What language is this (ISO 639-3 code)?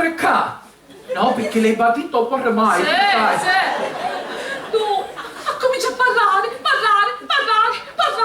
scn